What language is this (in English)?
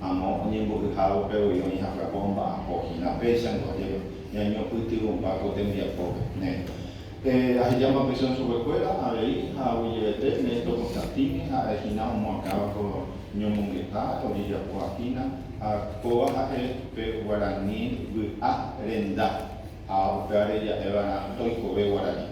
Guarani